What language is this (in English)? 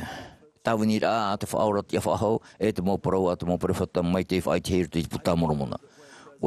Tahitian